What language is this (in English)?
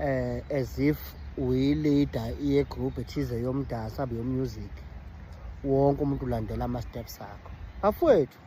Zulu